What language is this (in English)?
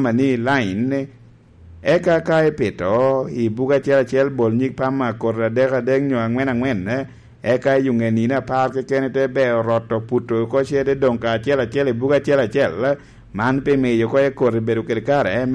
Lango (Uganda)